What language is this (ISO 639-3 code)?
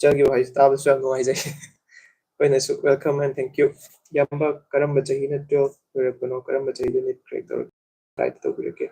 mni